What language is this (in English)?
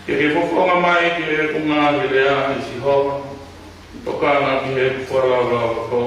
Tongan